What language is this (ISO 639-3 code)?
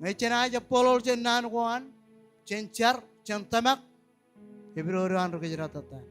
mah